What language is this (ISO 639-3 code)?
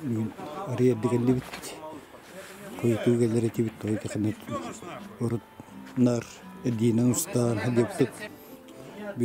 kaz